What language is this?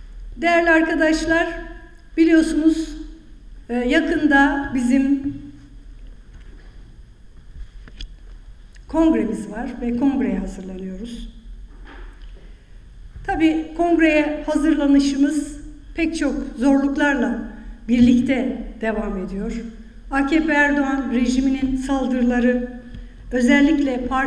Turkish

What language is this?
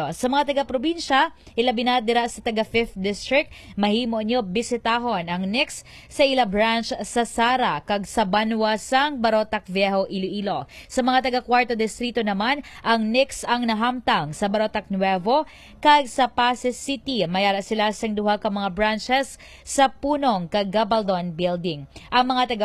Hiligaynon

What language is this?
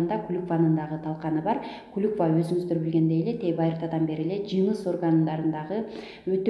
Kyrgyz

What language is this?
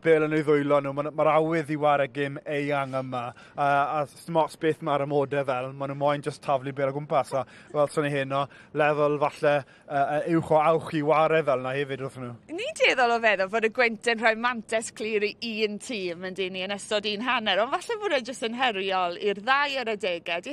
Welsh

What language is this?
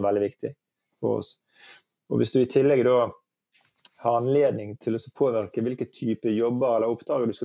Norwegian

